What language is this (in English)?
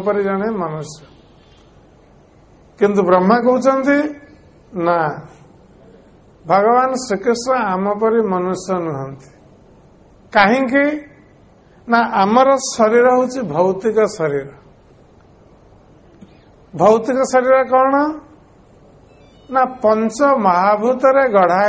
Odia